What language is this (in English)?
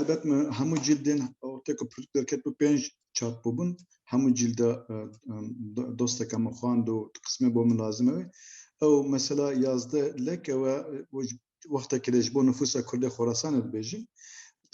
Kurdish